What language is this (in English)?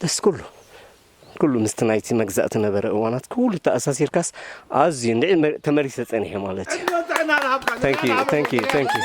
Tigrinya